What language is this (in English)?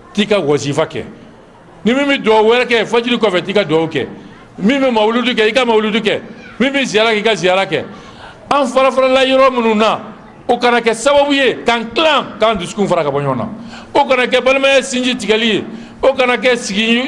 Bambara